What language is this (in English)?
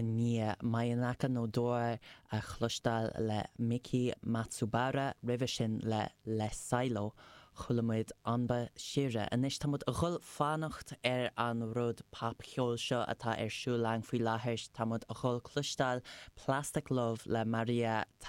Irish